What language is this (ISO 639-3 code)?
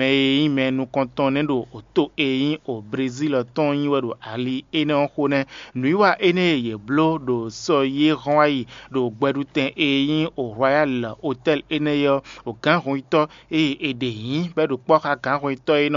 fon